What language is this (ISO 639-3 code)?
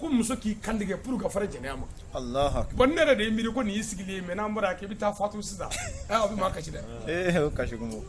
bam